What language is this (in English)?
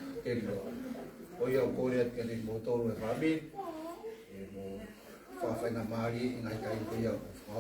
Tongan